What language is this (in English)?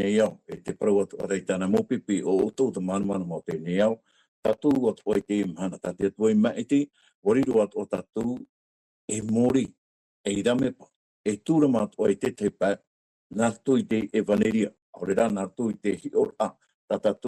Tahitian